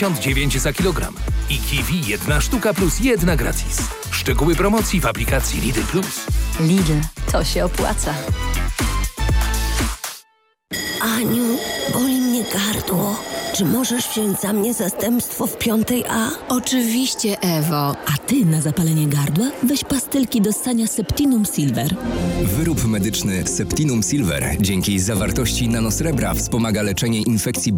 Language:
Polish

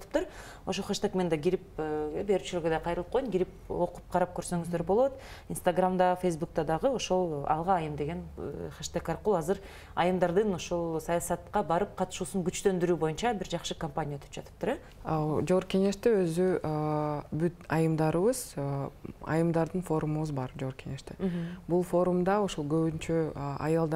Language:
Kyrgyz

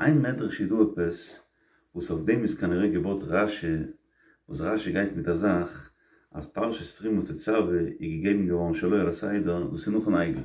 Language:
Yiddish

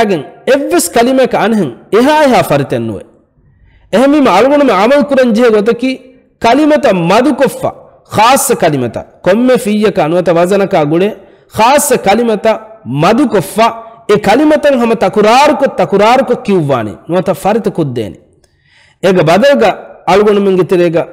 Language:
Divehi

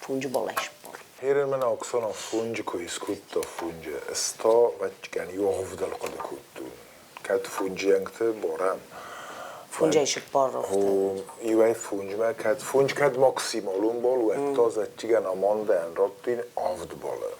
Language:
Ossetic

